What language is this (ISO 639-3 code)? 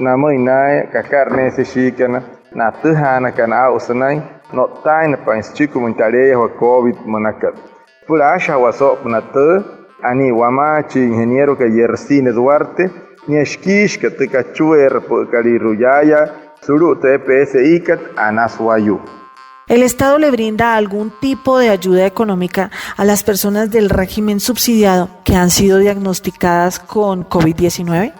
guc